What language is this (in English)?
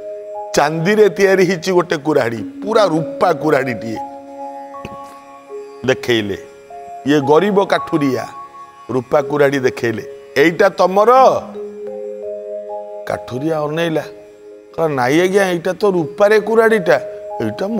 Odia